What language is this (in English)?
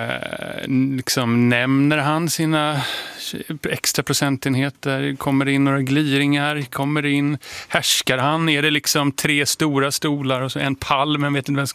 Swedish